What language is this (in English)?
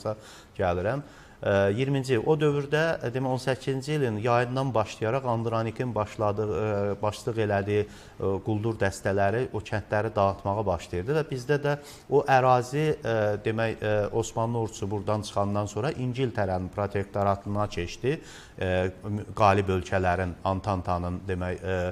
Azerbaijani